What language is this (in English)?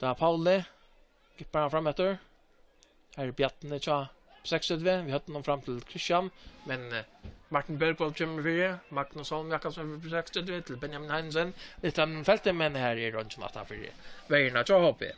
Faroese